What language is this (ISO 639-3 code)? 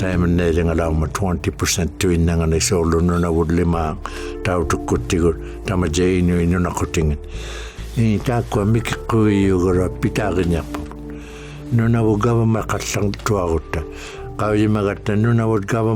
iku